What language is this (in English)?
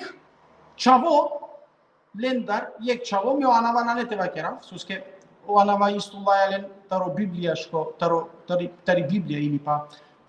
Balkan Romani